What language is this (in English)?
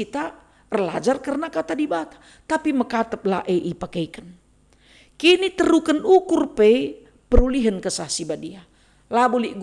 Batak Karo